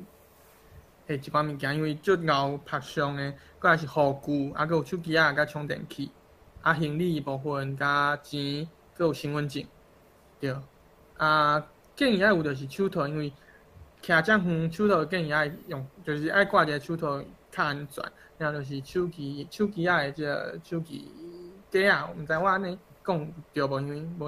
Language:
Min Nan Chinese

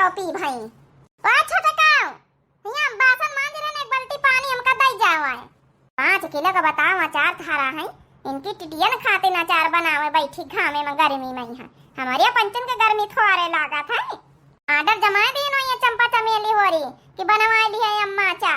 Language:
Awadhi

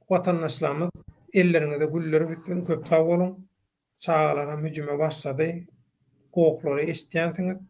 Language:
Turkmen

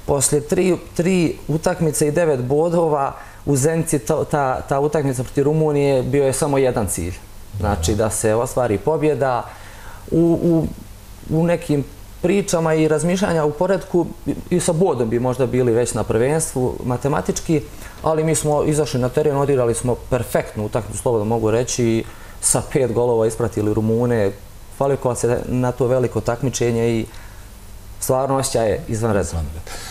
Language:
Bosnian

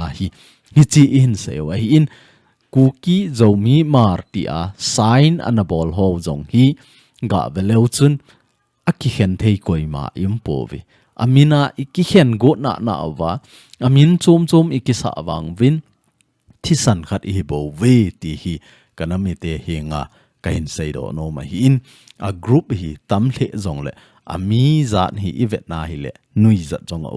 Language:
Thado Chin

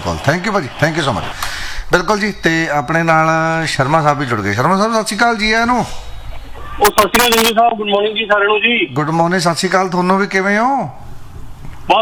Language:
Punjabi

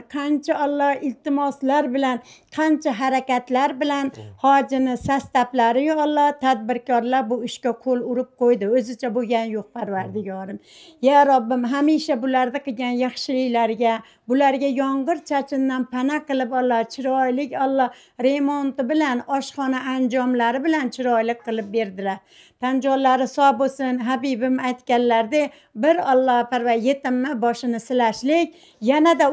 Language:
Uzbek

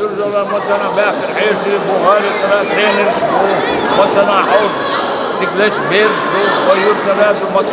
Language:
Chechen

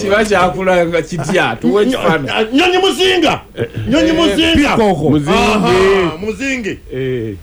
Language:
Ganda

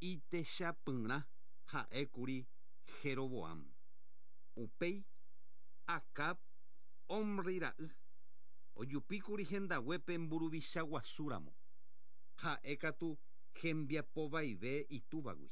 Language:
Guarani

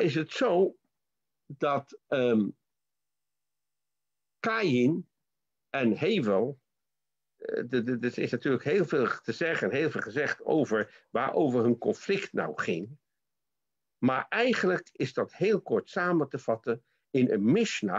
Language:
Dutch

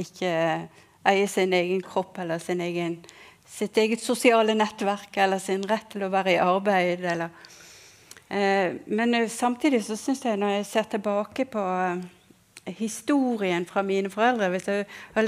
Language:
Norwegian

